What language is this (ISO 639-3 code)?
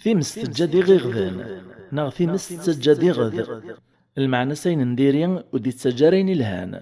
kab